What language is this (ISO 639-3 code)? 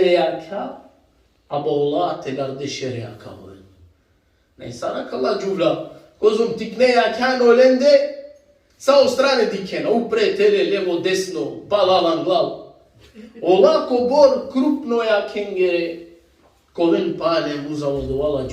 rmn